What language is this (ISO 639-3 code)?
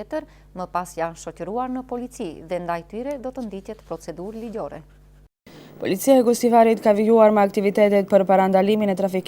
sqi